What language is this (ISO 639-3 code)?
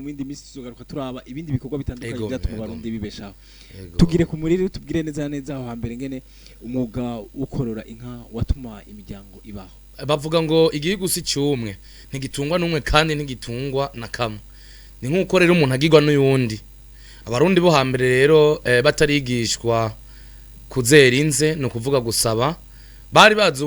run